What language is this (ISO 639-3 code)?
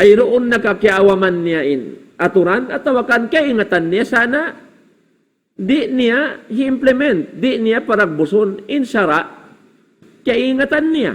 tsg